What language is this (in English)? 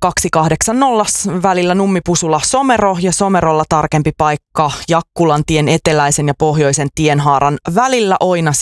Finnish